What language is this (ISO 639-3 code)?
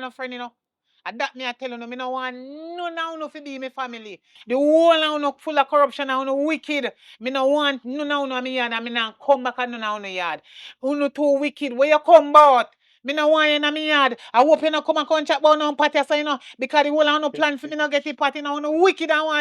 jam